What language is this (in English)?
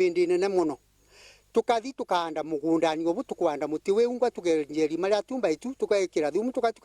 Meru